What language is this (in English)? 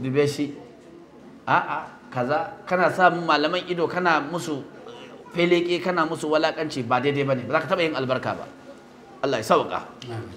Hausa